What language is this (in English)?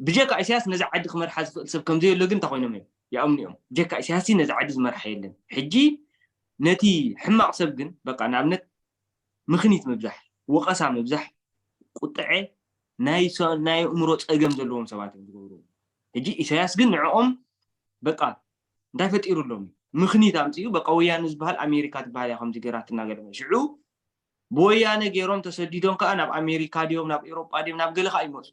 Tigrinya